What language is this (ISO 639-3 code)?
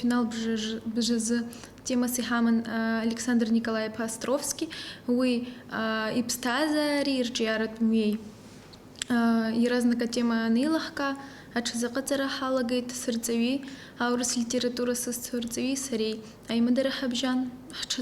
abk